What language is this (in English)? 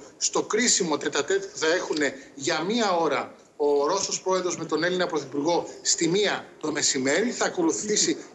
Greek